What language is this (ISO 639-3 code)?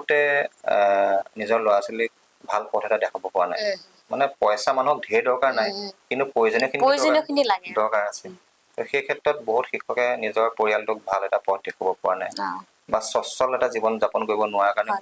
asm